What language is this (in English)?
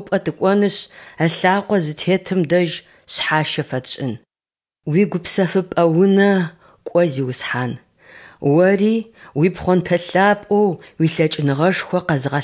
Kabardian